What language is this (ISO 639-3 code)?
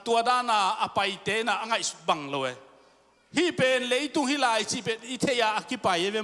ctd